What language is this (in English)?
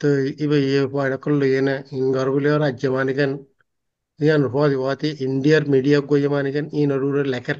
Rohingya